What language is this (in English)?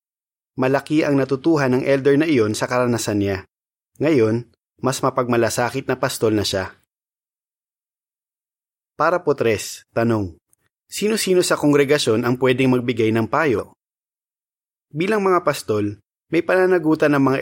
Filipino